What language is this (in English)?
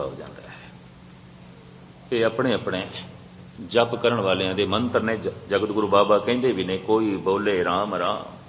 Punjabi